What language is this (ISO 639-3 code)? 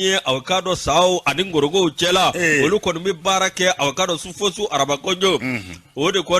bam